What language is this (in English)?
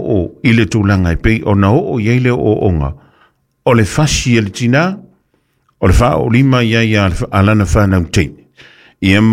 Samoan